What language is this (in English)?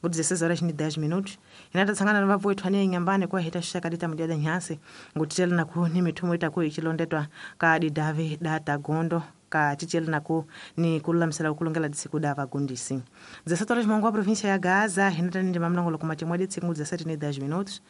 Tsonga